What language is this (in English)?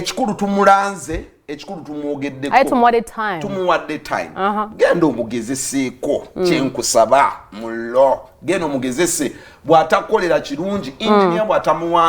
Ganda